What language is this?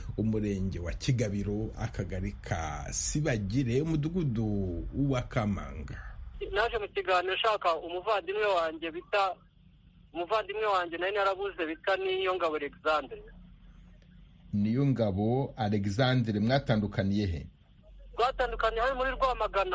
Kinyarwanda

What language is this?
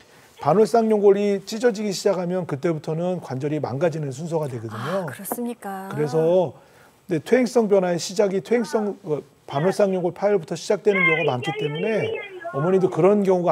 Korean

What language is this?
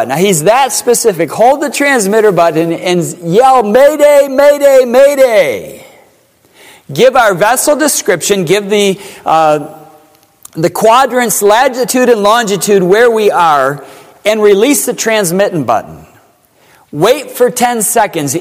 English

